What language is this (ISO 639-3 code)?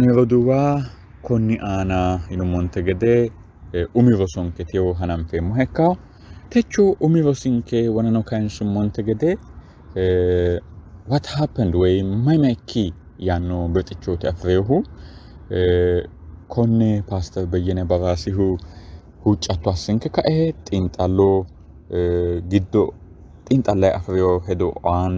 sid